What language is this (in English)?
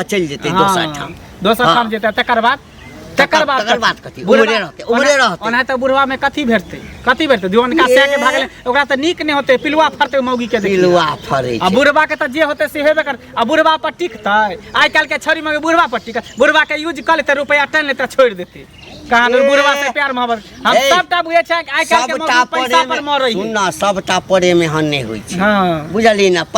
Maithili